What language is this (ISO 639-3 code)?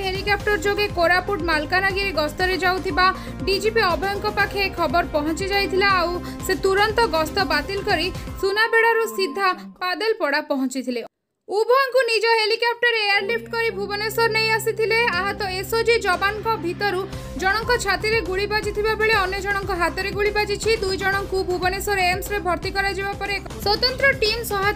ori